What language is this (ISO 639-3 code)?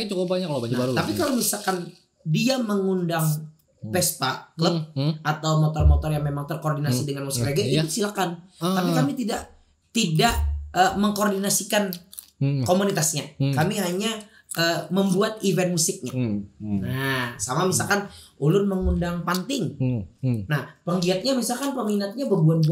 bjn